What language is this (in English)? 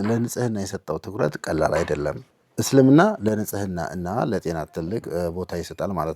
Amharic